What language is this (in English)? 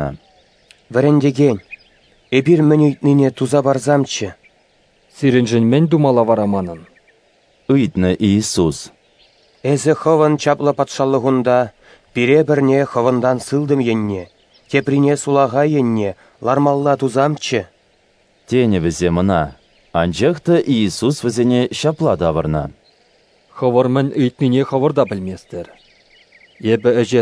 Chuvash